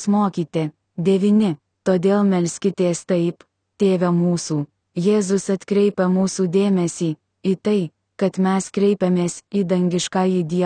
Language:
Lithuanian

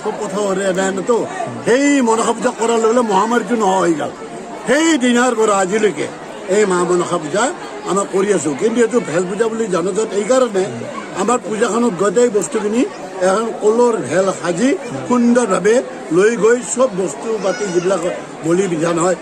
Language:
Assamese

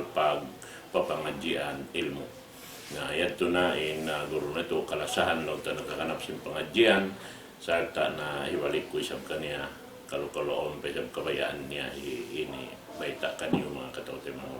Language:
Tausug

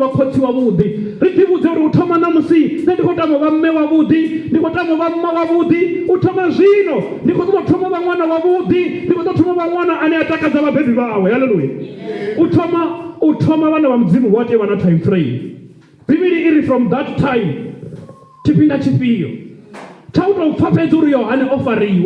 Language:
Venda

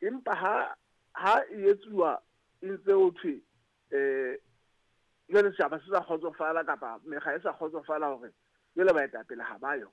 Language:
Southern Sotho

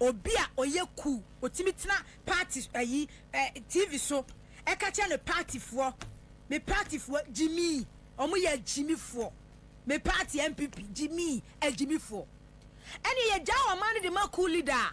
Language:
Akan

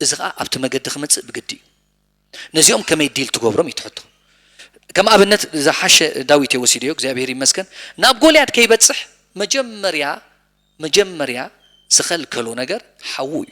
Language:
Tigrinya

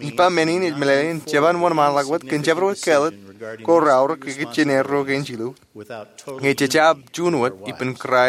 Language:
Marshallese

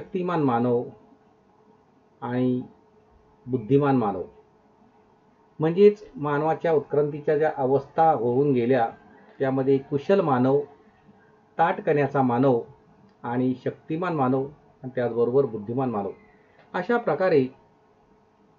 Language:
Marathi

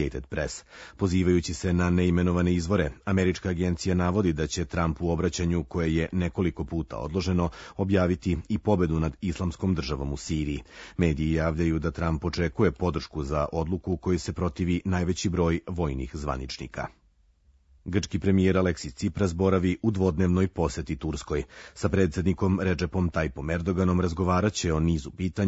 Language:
Serbian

